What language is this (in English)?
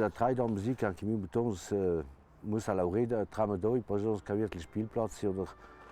Ladin